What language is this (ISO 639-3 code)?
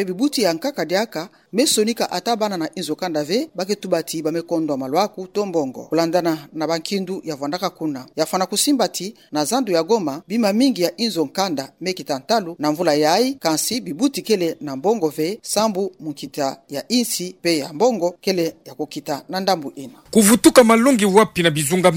ktu